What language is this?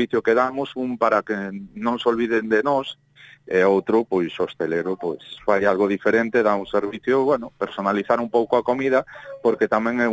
Galician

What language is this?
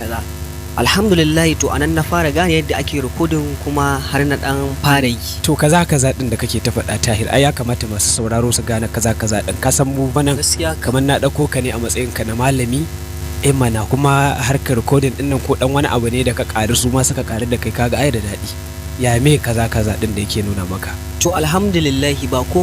Hausa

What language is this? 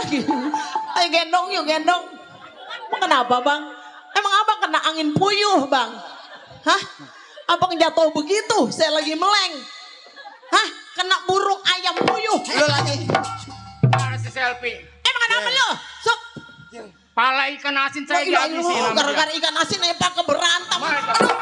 Betawi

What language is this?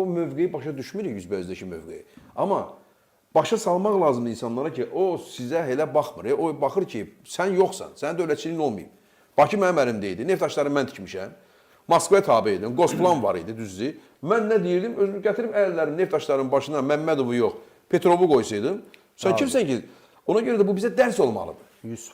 Azerbaijani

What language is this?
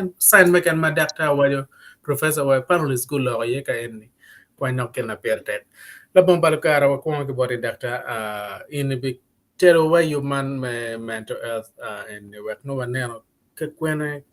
Acoli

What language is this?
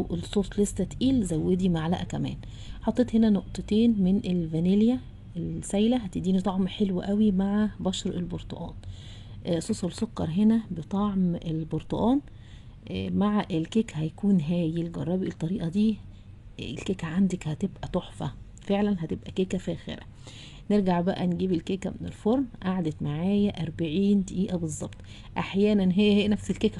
Egyptian Arabic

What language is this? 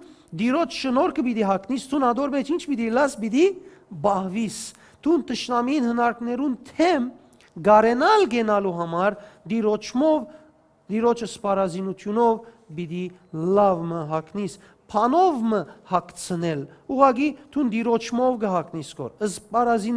Western Armenian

